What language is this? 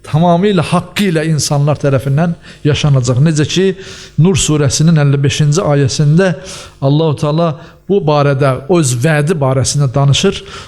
Azerbaijani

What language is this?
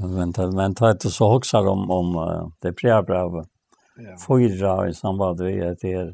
Faroese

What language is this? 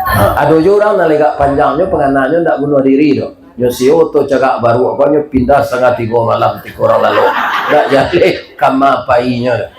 Minangkabau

